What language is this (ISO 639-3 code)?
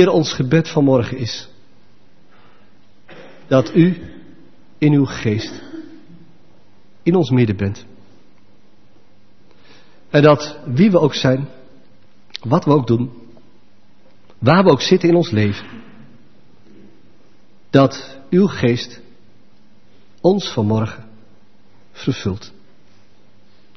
nld